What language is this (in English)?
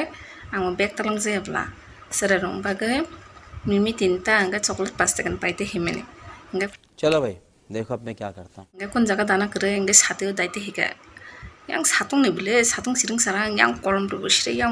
Kok Borok